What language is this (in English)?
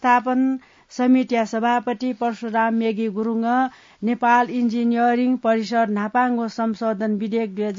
Newari